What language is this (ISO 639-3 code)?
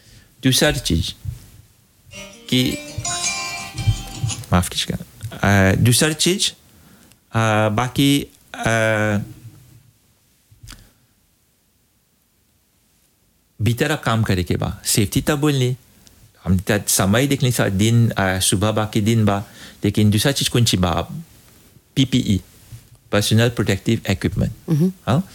bho